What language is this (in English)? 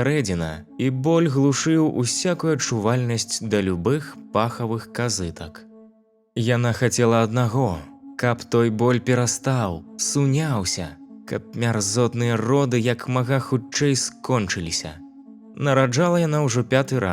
Belarusian